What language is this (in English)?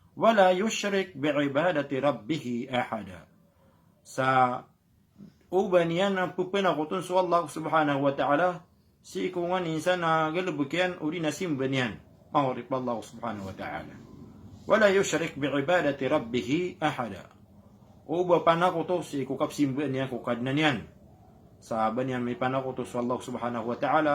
Maranao